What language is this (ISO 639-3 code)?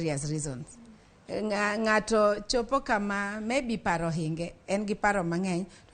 luo